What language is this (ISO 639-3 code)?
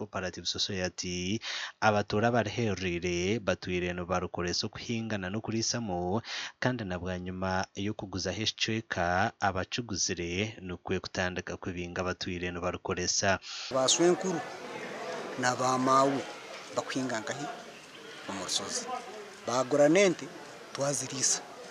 nyn